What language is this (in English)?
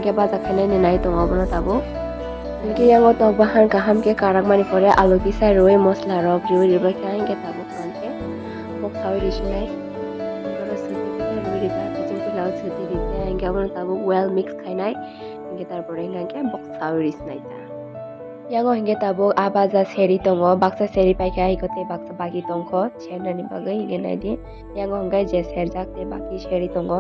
Kok Borok